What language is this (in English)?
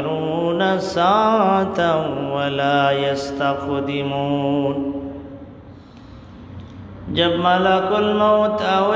Bangla